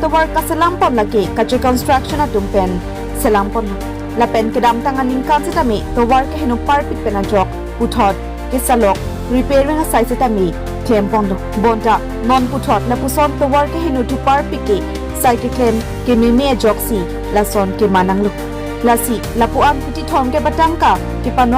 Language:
Karbi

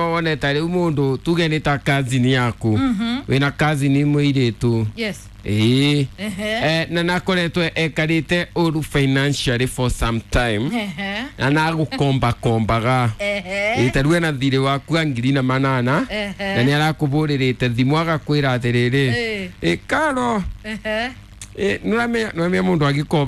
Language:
Kikuyu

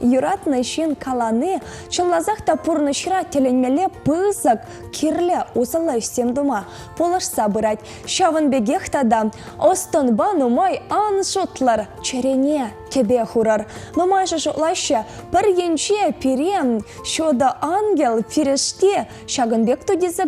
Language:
Chuvash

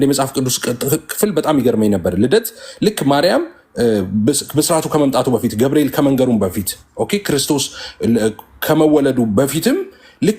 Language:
Amharic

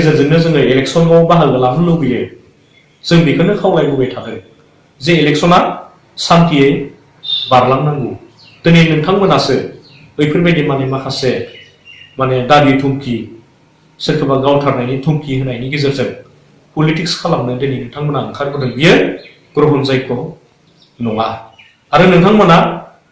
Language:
Bodo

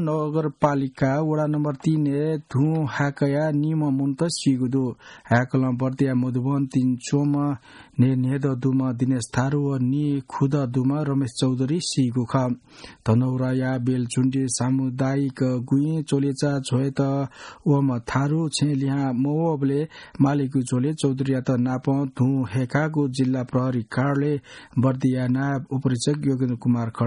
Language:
Newari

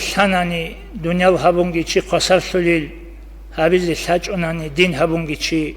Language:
Avaric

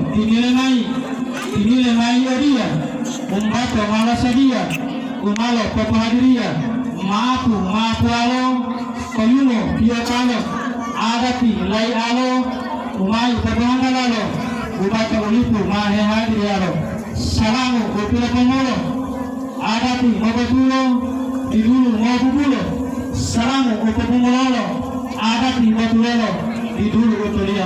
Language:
Gorontalo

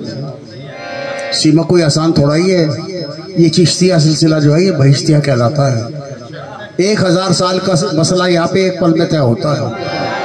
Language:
Hindi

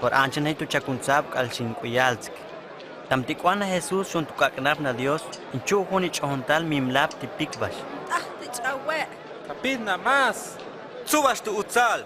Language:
Huastec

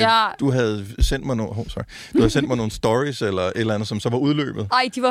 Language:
Danish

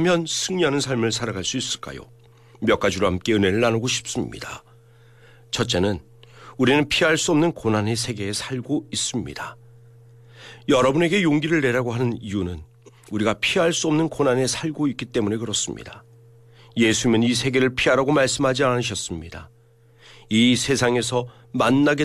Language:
Korean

